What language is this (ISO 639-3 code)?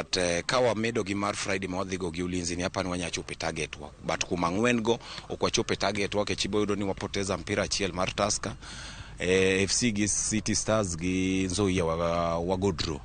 luo